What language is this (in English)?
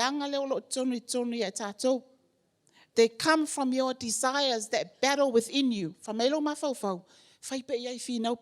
Samoan